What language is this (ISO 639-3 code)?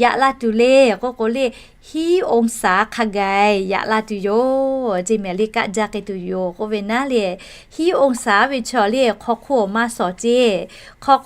lhu